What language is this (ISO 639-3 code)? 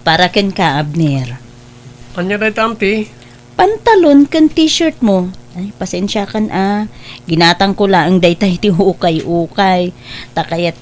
ilo